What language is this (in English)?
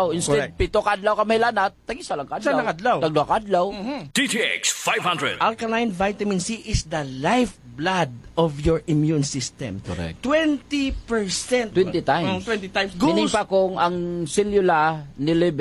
Hiligaynon